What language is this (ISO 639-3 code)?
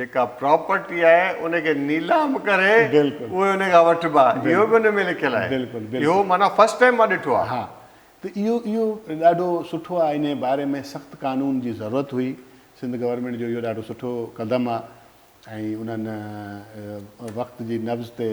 snd